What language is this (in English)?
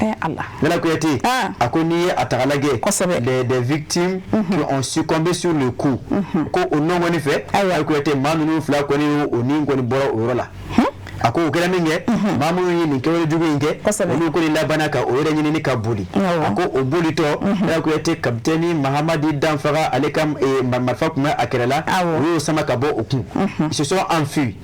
Bambara